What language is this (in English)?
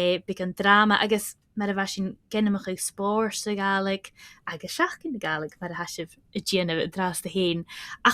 Scottish Gaelic